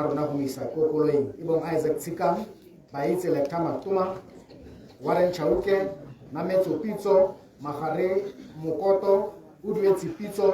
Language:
Tswana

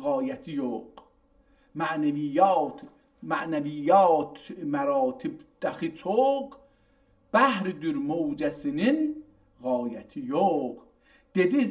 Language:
South Azerbaijani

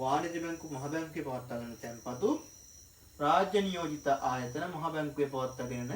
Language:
Sinhala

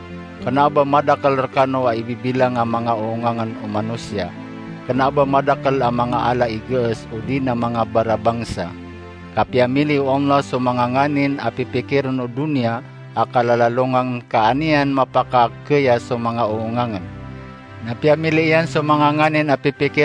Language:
Maranao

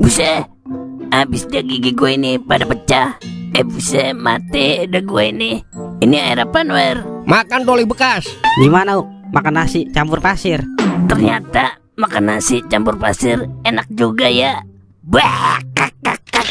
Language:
Betawi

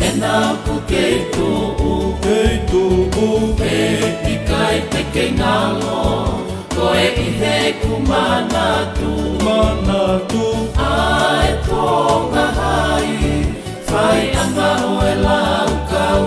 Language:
Tongan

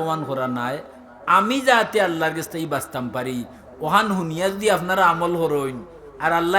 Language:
Sylheti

